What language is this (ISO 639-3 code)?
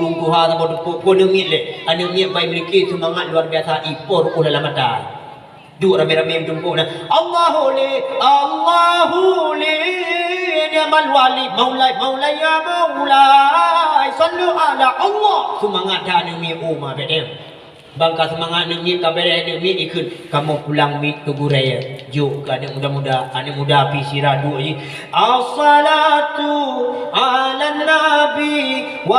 ace